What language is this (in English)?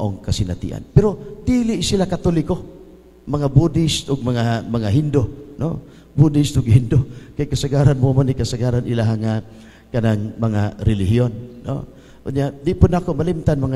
Cebuano